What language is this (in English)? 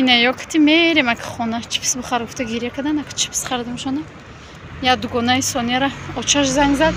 Tajik